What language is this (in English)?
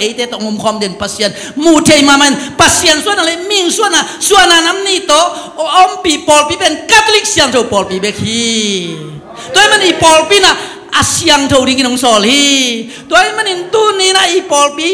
Tedim Chin